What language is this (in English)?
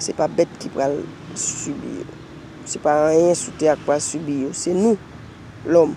Haitian Creole